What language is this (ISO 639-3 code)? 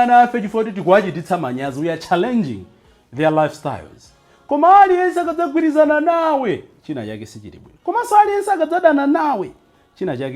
nya